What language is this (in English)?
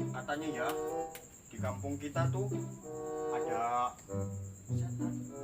Betawi